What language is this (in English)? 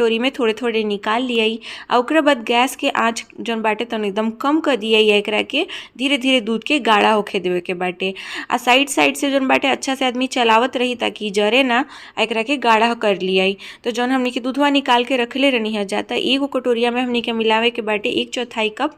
Bhojpuri